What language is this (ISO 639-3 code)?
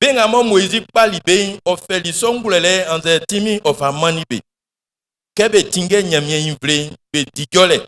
bci